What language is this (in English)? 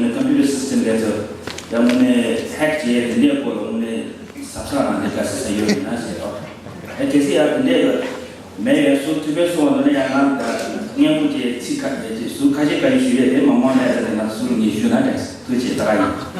Tibetan